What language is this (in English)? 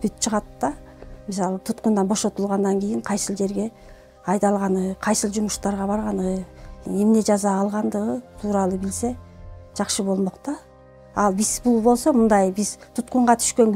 Kyrgyz